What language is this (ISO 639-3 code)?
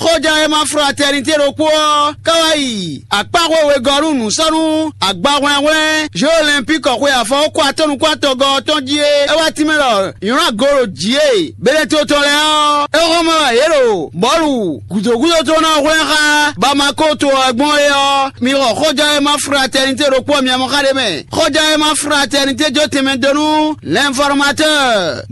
fon